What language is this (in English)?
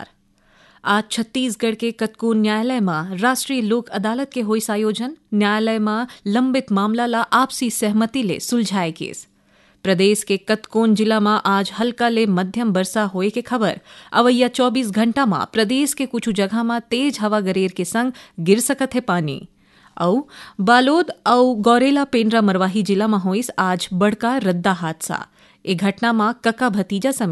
Chhattisgarhi